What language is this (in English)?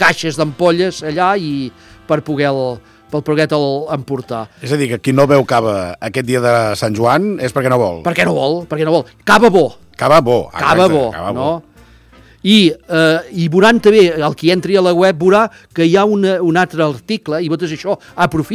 Catalan